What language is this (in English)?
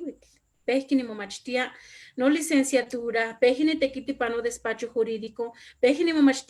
Eastern Huasteca Nahuatl